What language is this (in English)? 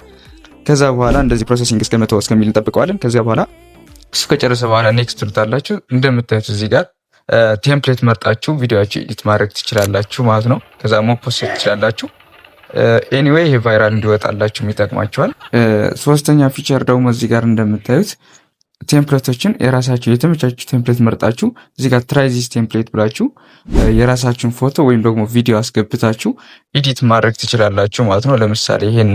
Amharic